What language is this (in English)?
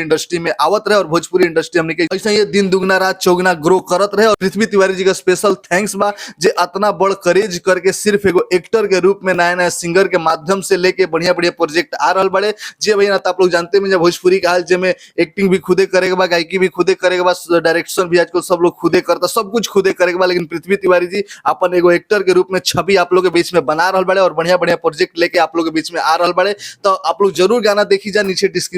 Bhojpuri